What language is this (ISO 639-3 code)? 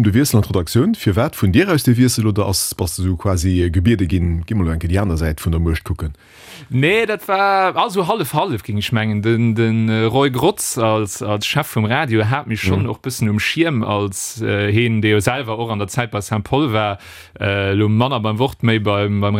ltz